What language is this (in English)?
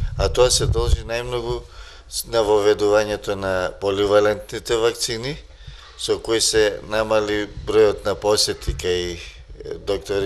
Macedonian